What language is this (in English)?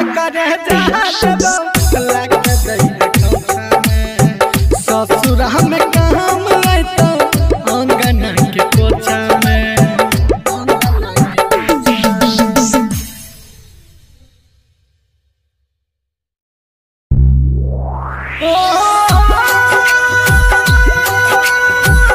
Bhojpuri